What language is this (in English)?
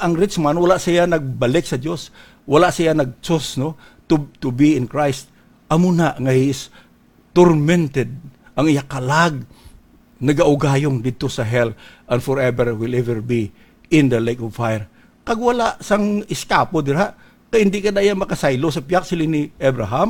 Hiligaynon